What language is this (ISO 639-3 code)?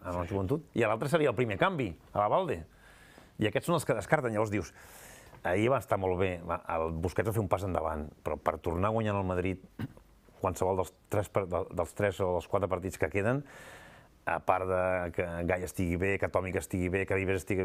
cat